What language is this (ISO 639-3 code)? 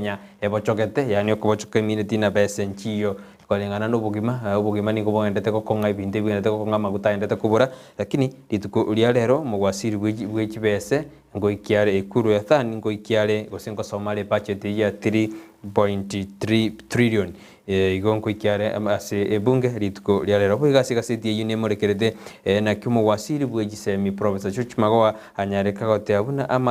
guz